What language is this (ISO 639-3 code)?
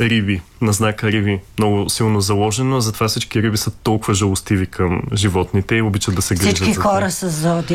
bul